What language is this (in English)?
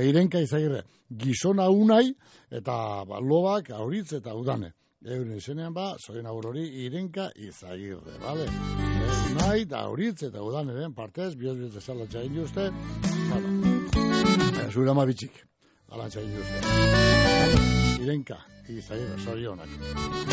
Basque